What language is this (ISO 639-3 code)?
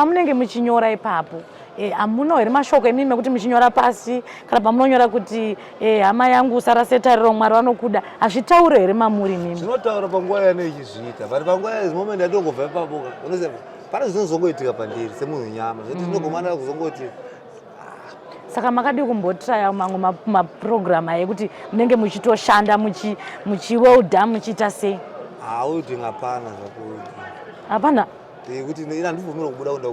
sna